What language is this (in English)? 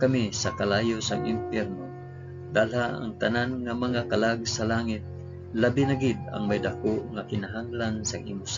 Hiligaynon